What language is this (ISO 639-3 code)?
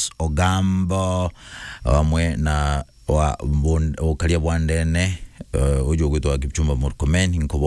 mer